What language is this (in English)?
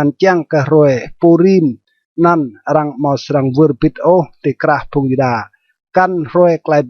Rade